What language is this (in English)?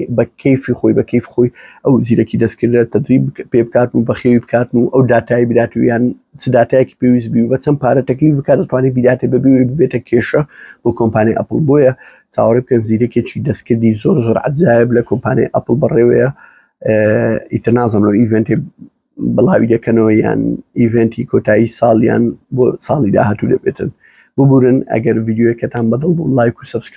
Central Kurdish